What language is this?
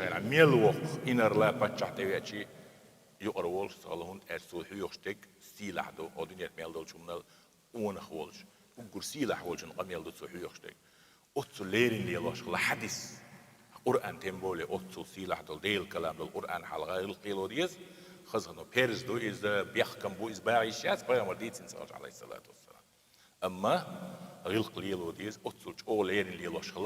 Chechen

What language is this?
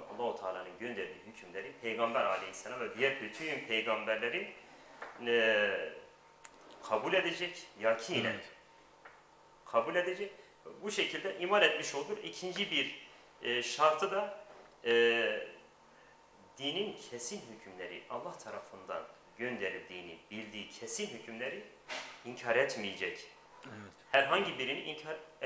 Turkish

